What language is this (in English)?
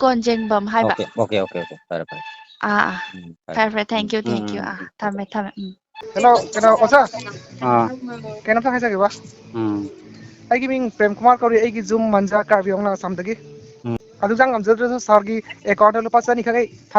Manipuri